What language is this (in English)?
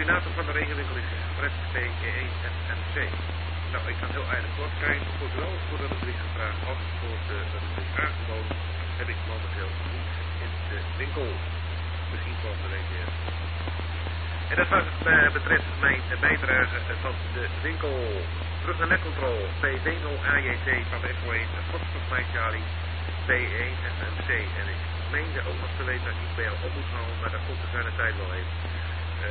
Dutch